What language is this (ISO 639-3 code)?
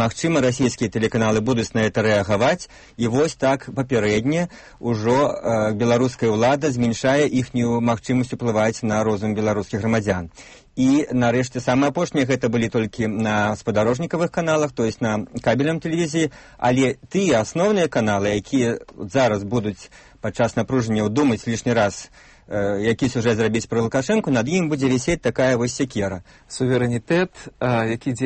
bel